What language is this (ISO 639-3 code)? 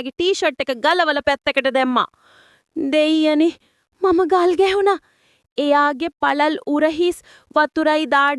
sin